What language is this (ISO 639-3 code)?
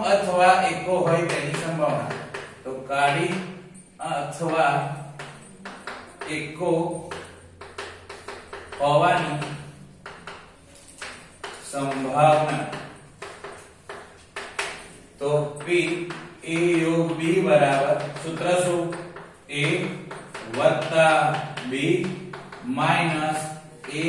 guj